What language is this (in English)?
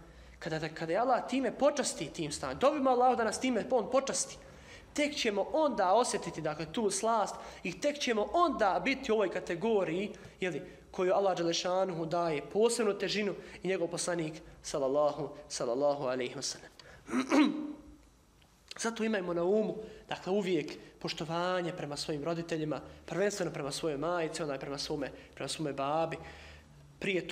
Bosnian